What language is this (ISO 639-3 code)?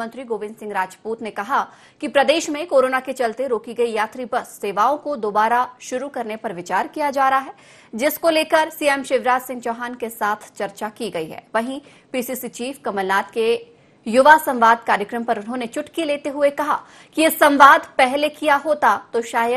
hin